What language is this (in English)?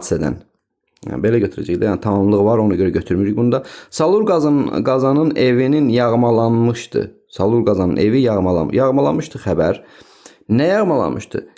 Azerbaijani